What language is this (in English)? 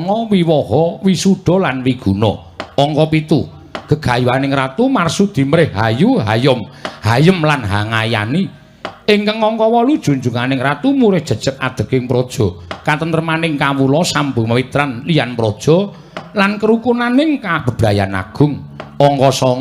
Javanese